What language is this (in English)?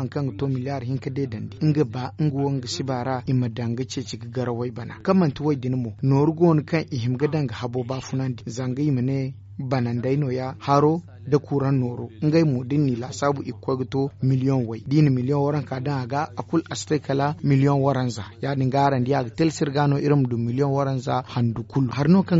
Zarma